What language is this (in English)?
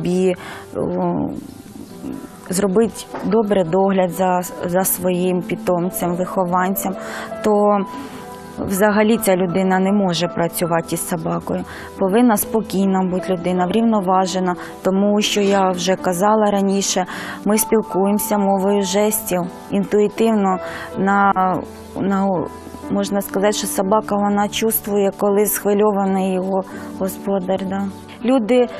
Ukrainian